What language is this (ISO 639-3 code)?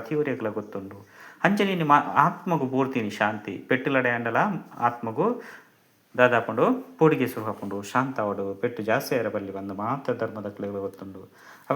tcy